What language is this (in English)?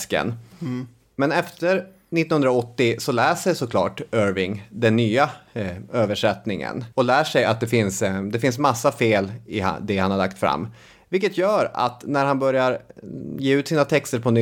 Swedish